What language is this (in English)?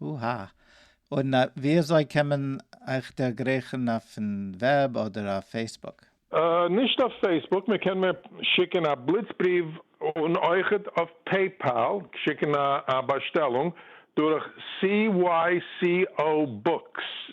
Yiddish